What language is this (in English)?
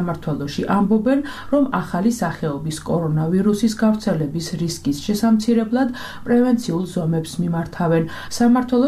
Georgian